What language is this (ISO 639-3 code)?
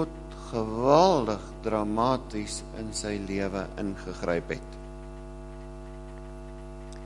afr